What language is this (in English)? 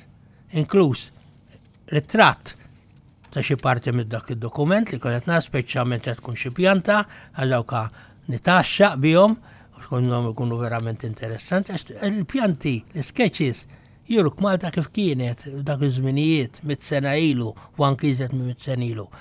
Maltese